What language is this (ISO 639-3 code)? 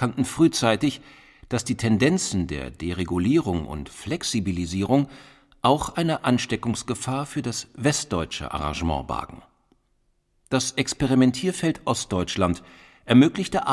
deu